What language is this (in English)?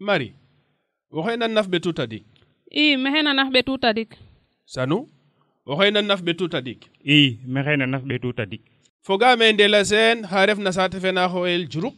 Serer